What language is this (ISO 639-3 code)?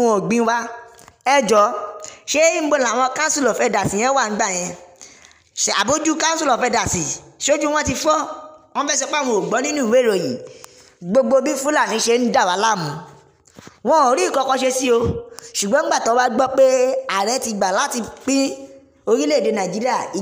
yor